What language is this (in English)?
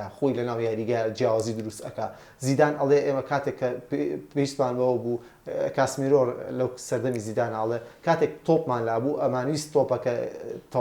Central Kurdish